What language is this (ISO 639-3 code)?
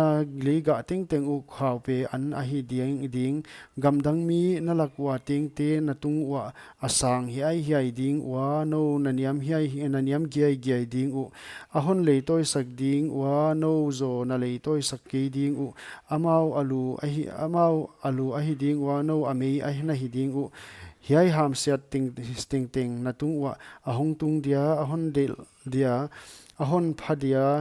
pck